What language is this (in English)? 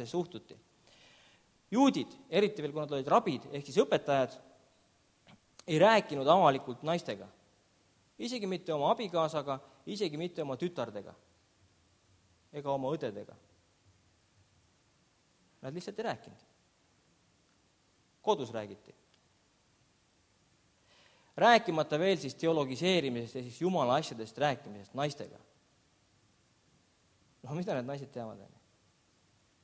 Estonian